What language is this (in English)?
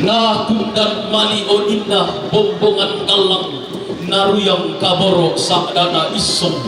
Toraja-Sa'dan